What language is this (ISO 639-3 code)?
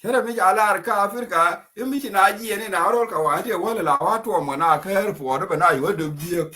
nus